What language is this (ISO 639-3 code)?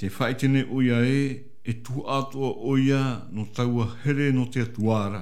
tah